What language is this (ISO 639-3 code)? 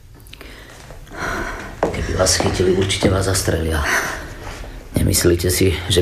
slk